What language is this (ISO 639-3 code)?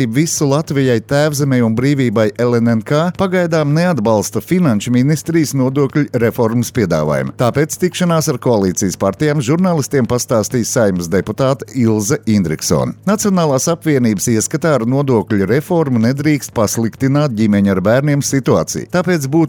lav